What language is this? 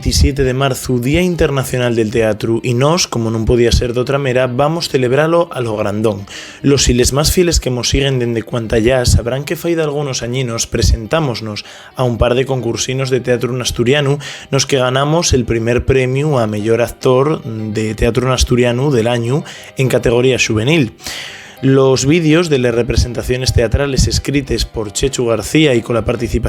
Asturian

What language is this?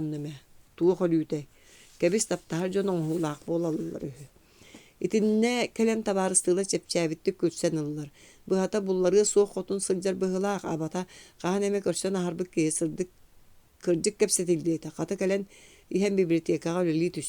Yakut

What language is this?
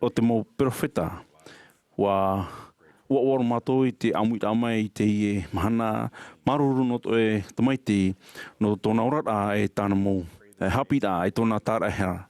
Tahitian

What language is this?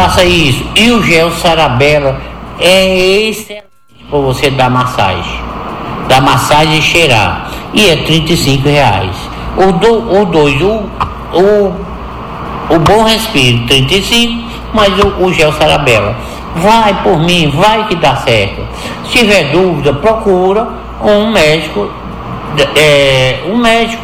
Portuguese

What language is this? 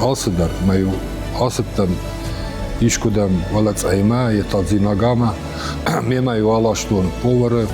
Ossetic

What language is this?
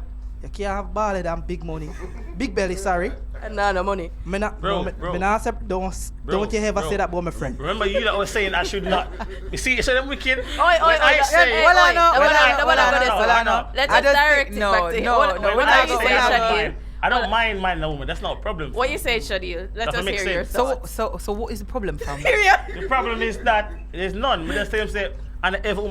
Jamaican Creole English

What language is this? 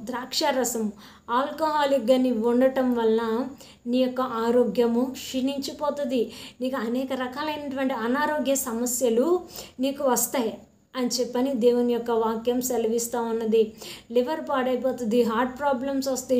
Telugu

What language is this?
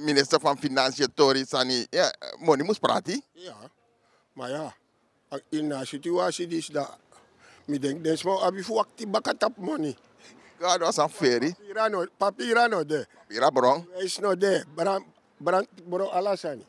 Sranan Tongo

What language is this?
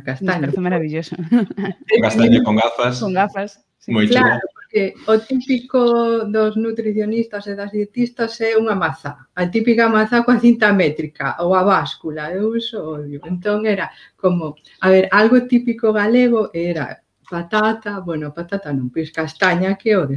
Galician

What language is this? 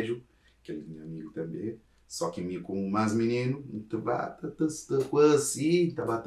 Kabuverdianu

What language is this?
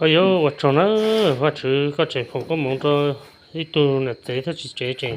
Hmong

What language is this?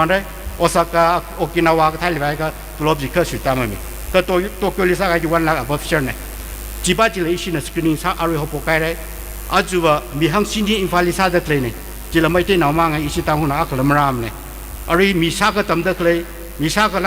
Tangkhul Naga (India)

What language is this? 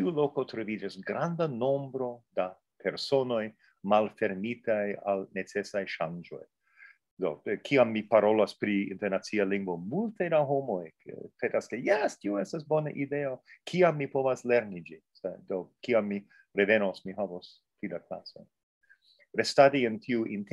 Esperanto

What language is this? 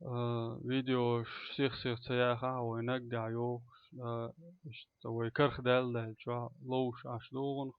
Chechen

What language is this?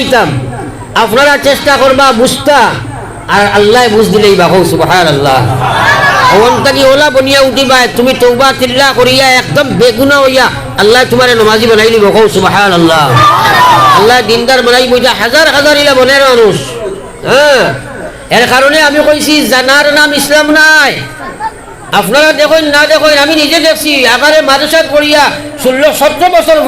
Sylheti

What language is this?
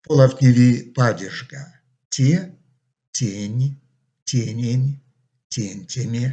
Erzya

